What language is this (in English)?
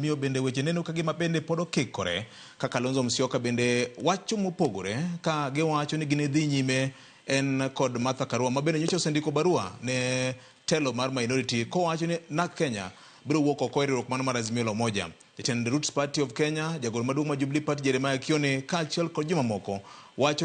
Luo (Kenya and Tanzania)